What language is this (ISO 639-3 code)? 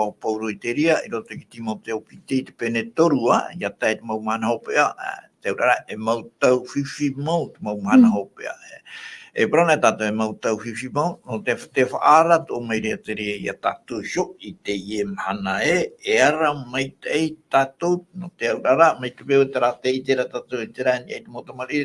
tah